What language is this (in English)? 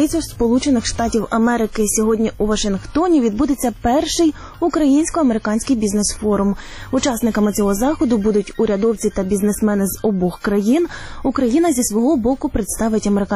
Ukrainian